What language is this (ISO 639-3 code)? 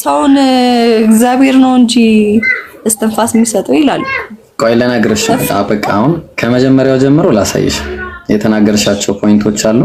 amh